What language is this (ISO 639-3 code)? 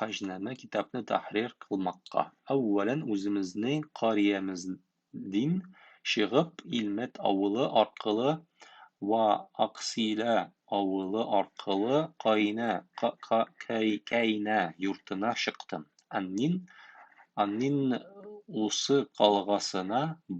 tat